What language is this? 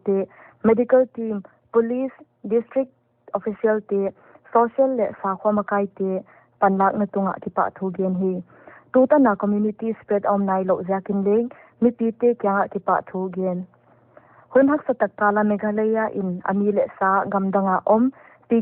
Paite Chin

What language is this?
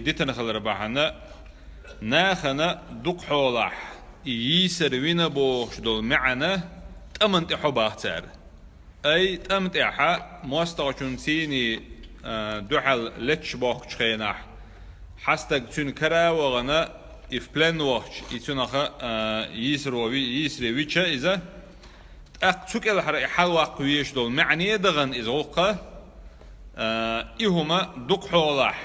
Chechen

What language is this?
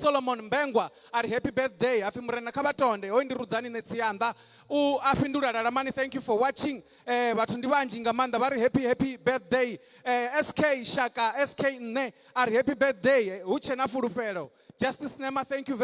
Venda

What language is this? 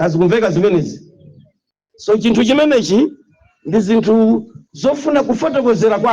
Nyanja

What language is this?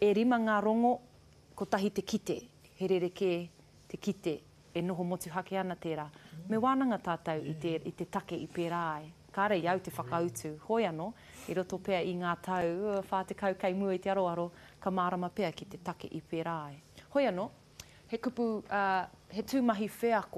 Māori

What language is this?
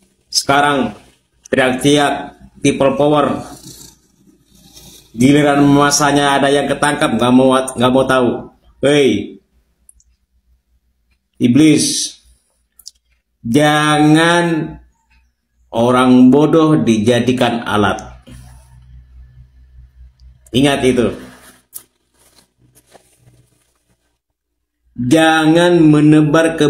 Indonesian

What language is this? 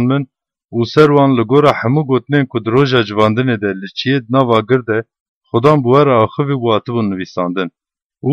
Kurdish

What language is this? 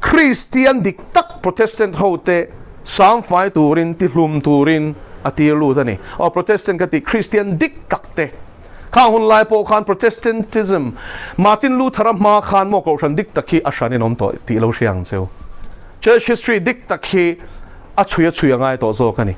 Mizo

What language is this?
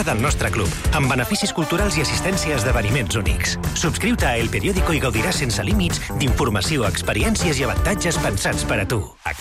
Catalan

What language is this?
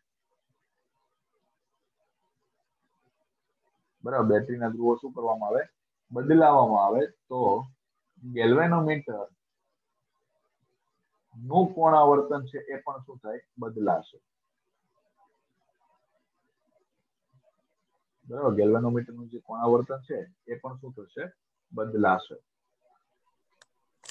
Gujarati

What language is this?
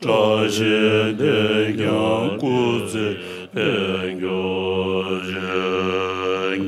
Tibetan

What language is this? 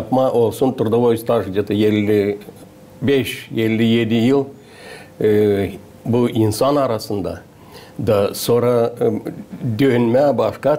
Gagauz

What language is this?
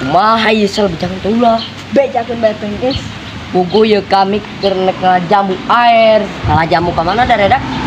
Sundanese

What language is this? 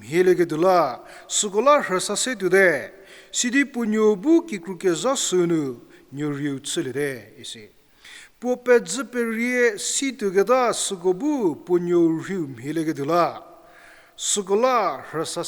Angami Naga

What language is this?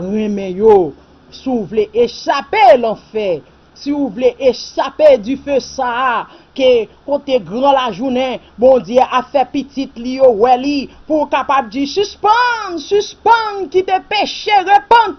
Haitian Creole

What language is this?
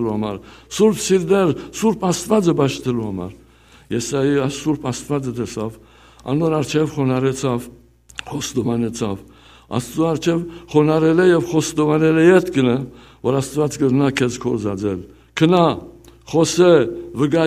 Western Armenian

